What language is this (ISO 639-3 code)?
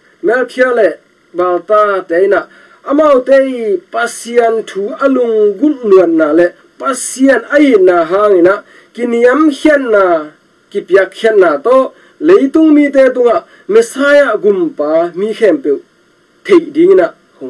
ctd